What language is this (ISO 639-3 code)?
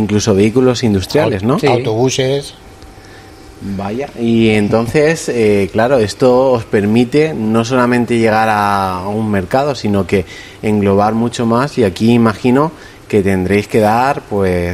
spa